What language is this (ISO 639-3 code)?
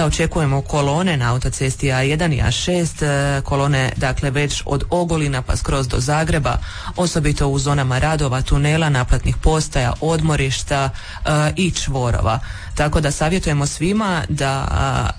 hrv